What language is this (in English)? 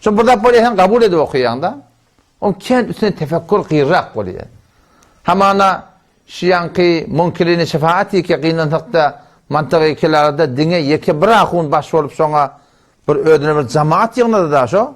Turkmen